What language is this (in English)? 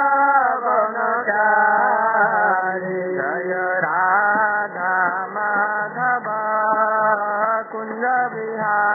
Odia